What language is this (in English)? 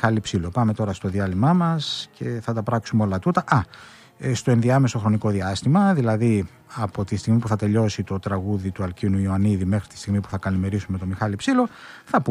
Greek